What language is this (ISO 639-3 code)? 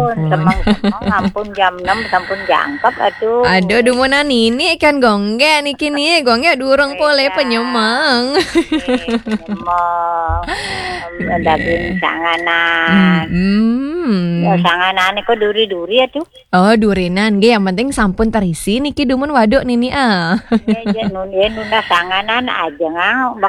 ban